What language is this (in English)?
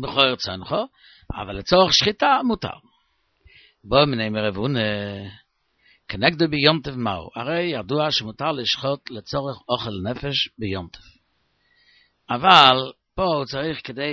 Hebrew